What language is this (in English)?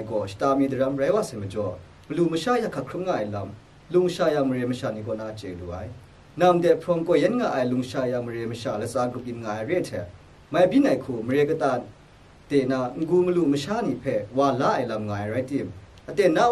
Kachin